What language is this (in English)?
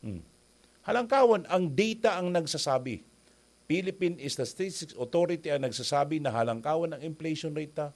Bikol